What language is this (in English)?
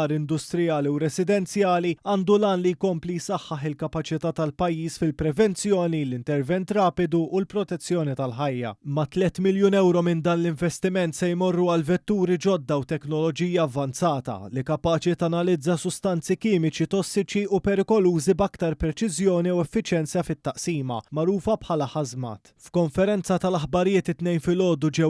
Maltese